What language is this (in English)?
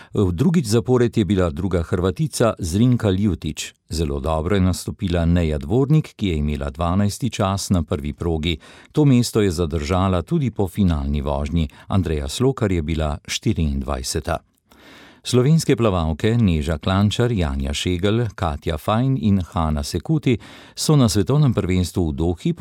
Slovenian